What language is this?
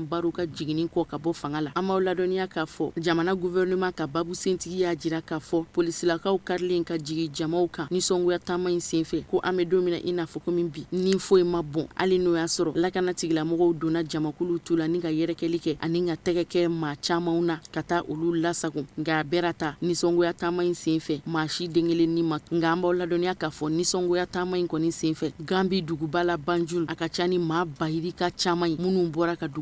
Bambara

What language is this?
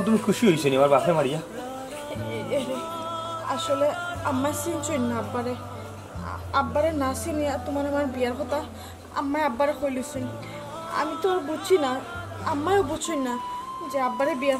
Sylheti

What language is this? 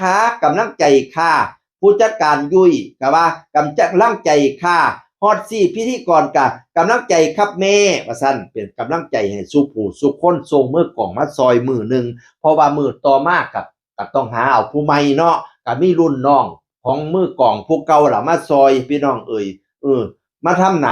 Northeastern Thai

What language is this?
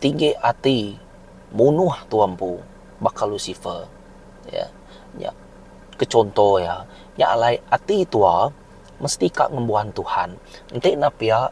Iban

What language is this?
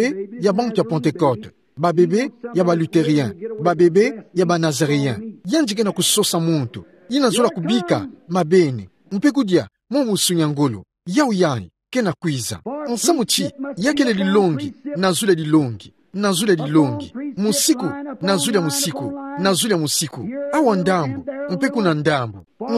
Kituba (Democratic Republic of Congo)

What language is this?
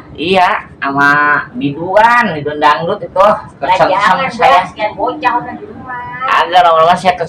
Betawi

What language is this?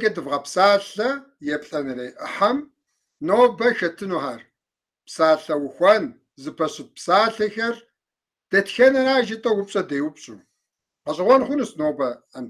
Kabardian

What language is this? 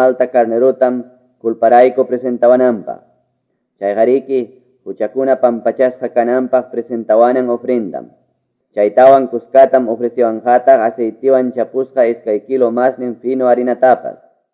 Quechua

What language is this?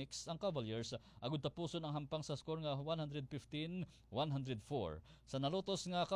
Hiligaynon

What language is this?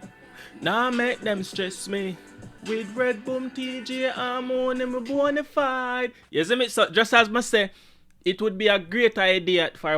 Jamaican Creole English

